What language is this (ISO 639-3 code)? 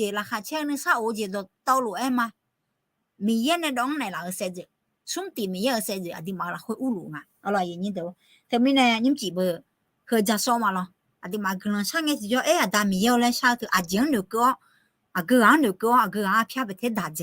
ahk